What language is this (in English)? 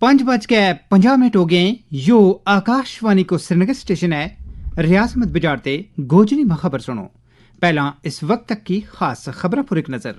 Gujari